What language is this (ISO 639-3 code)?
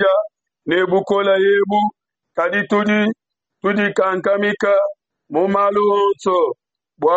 lua